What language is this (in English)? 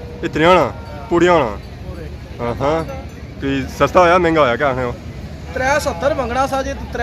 Pahari-Potwari